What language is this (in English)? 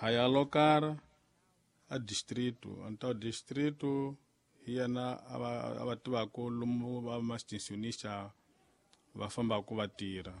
Tsonga